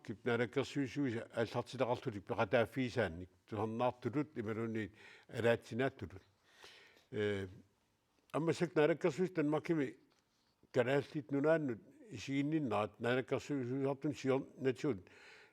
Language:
Kalaallisut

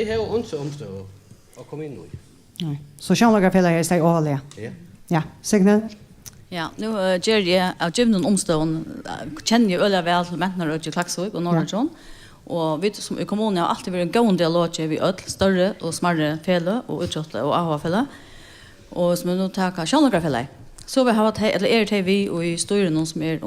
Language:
Faroese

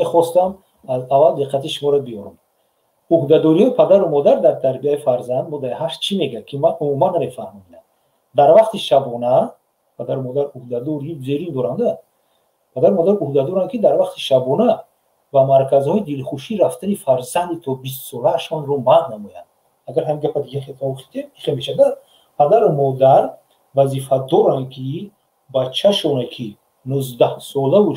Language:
Tajik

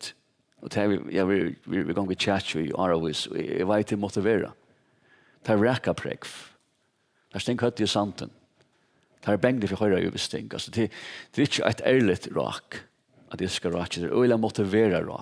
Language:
Faroese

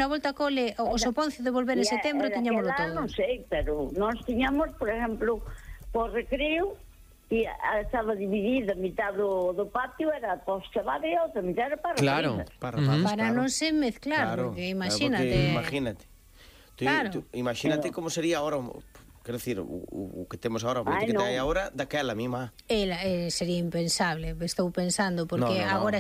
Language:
Galician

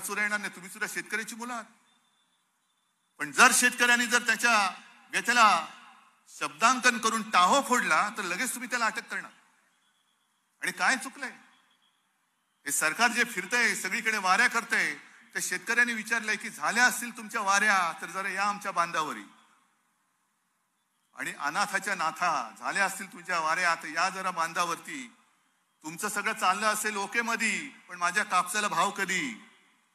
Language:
Marathi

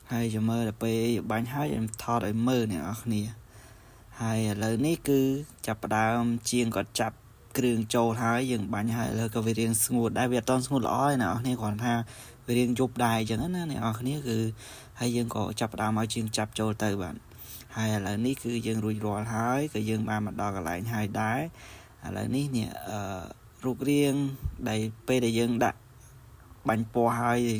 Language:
Khmer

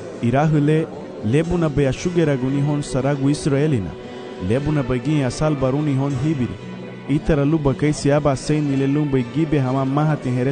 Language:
Garifuna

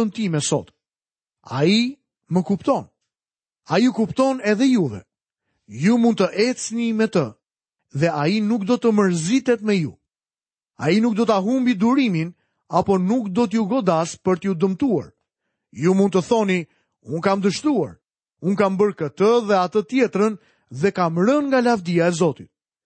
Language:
Albanian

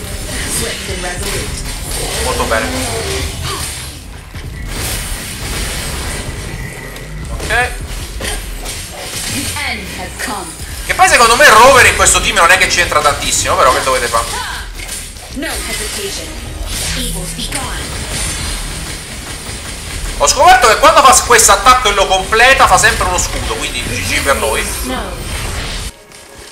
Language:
Italian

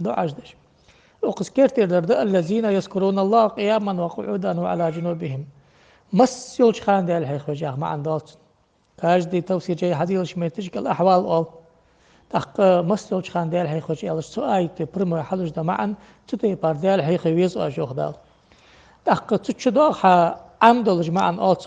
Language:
Ingush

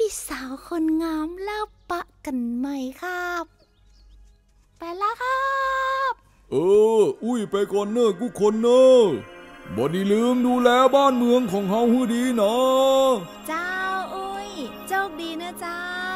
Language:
Northern Thai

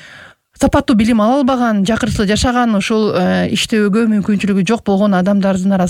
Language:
Kyrgyz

